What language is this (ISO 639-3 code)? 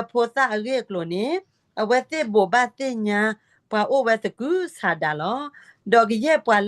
ksw